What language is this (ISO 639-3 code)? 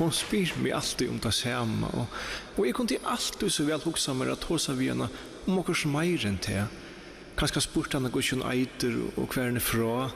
fao